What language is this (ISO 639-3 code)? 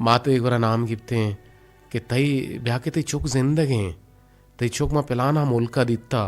bgp